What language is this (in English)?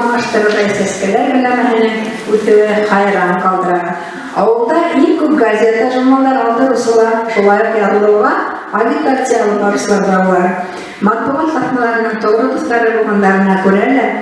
Bashkir